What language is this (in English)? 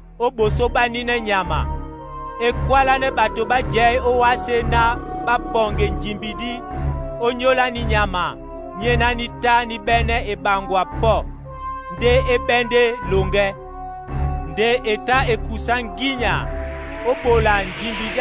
Duala